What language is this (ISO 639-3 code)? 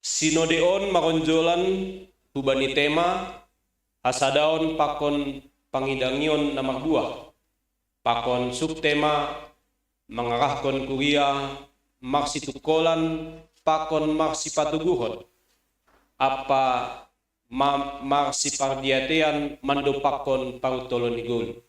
bts